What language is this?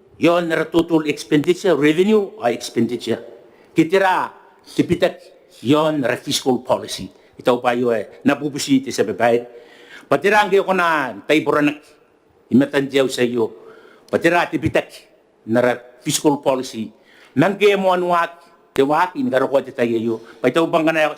Gilbertese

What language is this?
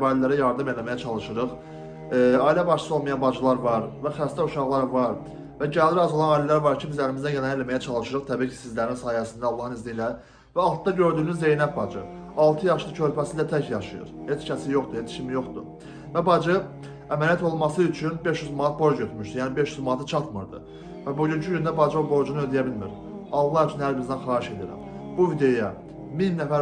Azerbaijani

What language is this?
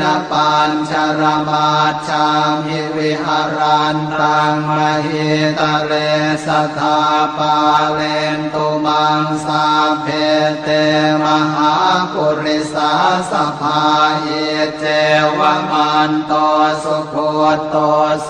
Pali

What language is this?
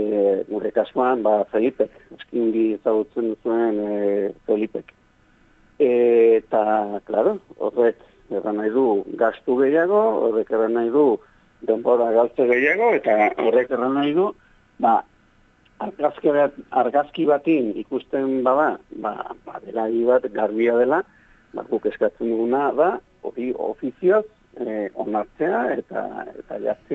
Basque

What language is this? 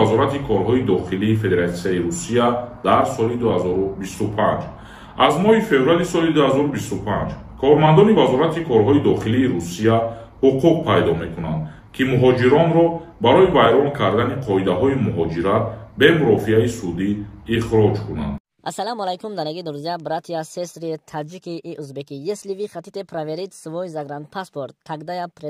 Tajik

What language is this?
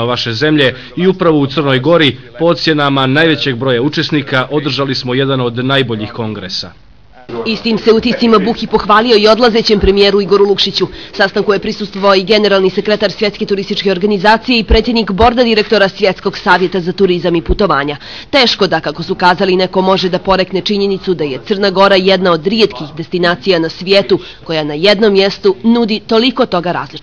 Bosnian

